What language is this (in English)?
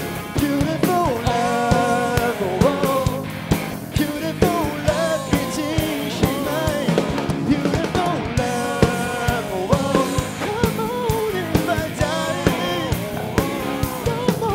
Thai